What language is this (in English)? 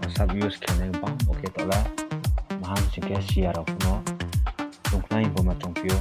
Riang (India)